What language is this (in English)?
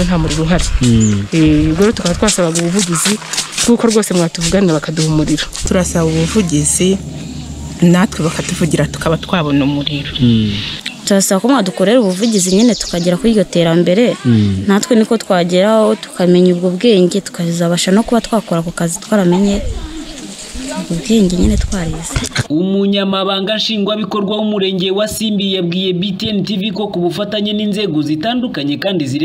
Kinyarwanda